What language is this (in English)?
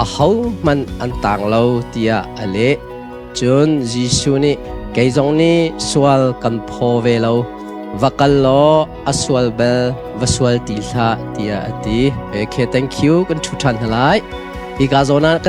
Hakha Chin